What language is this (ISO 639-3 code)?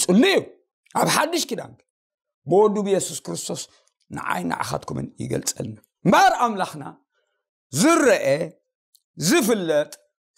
tir